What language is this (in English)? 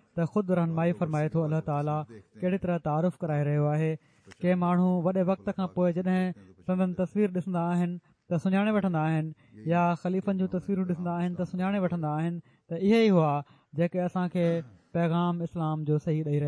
Sindhi